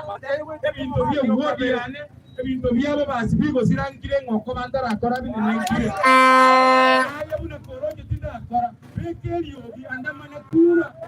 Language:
Gusii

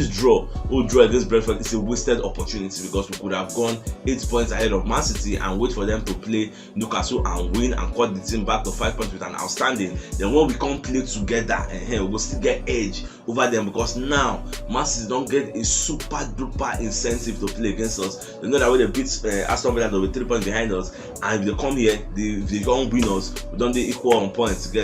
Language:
Nigerian Pidgin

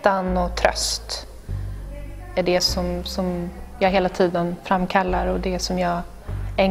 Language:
Swedish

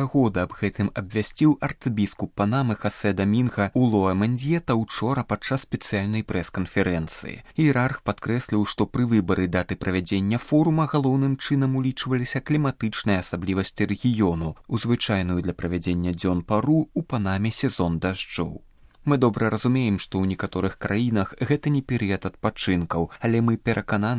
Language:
Belarusian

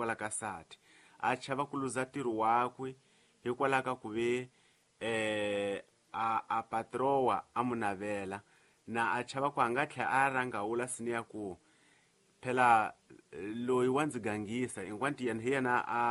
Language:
Tsonga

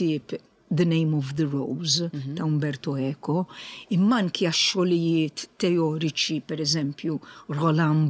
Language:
Maltese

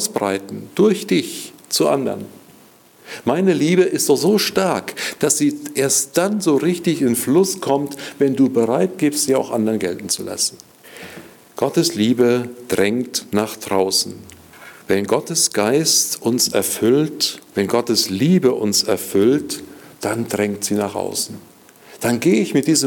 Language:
German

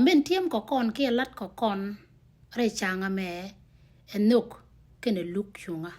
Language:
Nuer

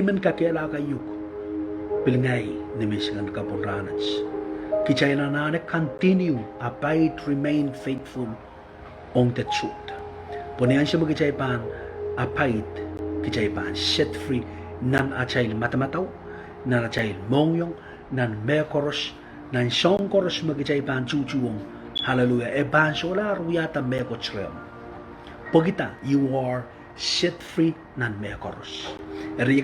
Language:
Pohnpeian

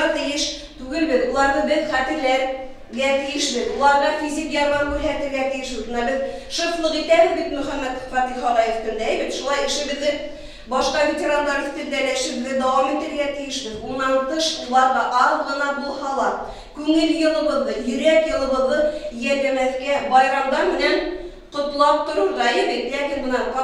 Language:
Bashkir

